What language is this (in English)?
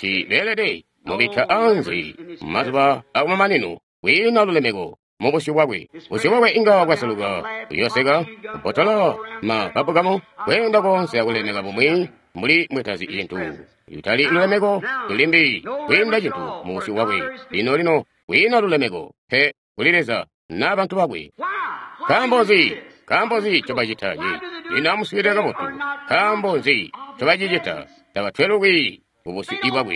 Tonga (Zambia)